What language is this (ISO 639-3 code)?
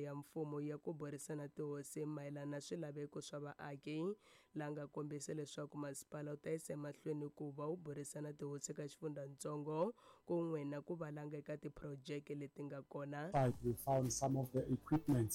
tso